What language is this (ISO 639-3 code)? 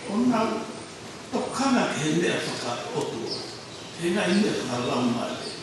ton